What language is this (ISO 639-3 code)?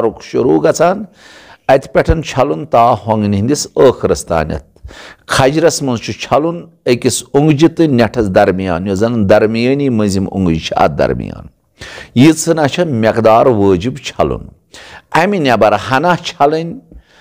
kas